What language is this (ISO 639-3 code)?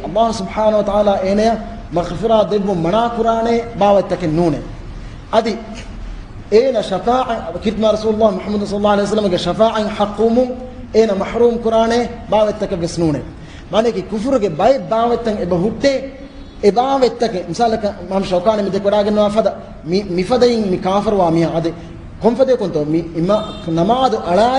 div